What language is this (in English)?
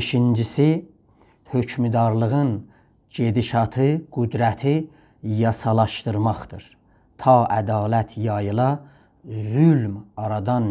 South Azerbaijani